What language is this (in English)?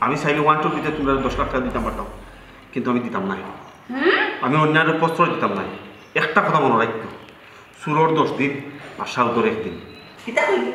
Sylheti